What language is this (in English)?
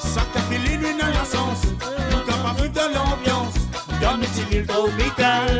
Morisyen